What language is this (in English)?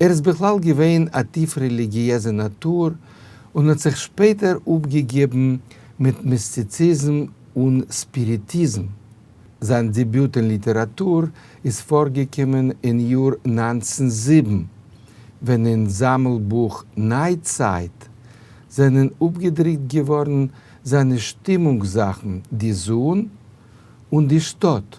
Yiddish